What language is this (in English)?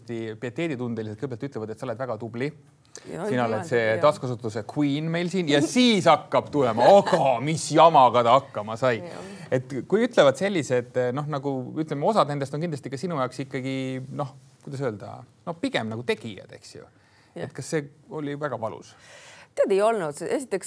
Estonian